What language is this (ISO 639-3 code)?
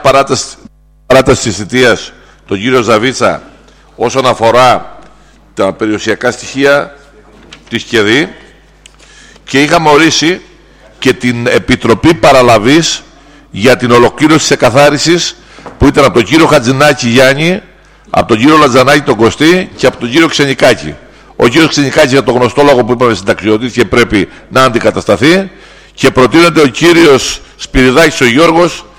ell